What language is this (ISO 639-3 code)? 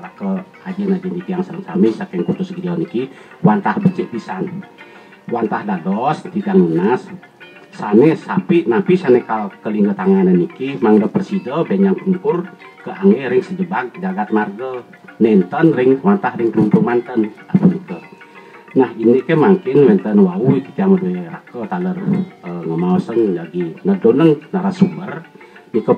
ban